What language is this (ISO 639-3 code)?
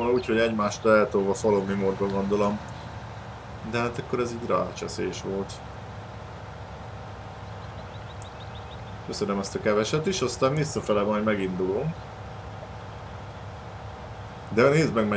hun